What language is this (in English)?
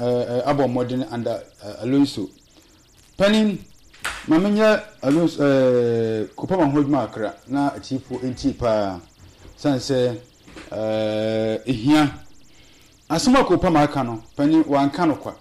Akan